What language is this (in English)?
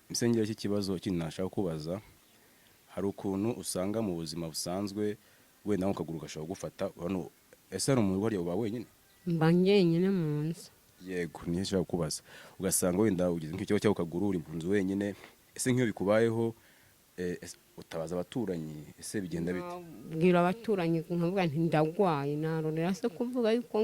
Kinyarwanda